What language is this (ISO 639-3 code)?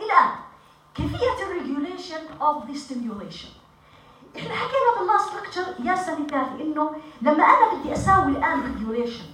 apc